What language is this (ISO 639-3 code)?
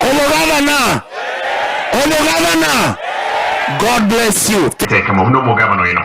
guz